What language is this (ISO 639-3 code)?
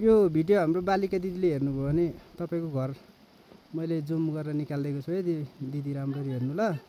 nep